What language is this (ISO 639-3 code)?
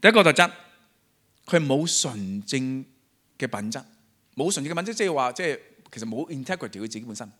yue